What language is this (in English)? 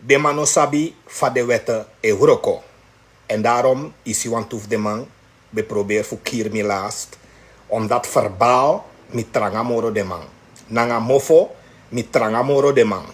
Sranan Tongo